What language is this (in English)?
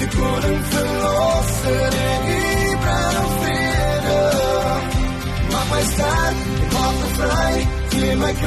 Afrikaans